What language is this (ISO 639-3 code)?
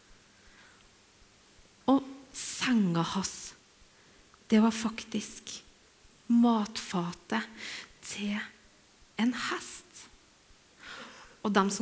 nor